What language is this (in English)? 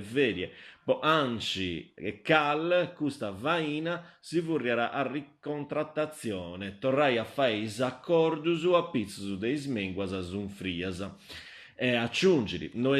Sardinian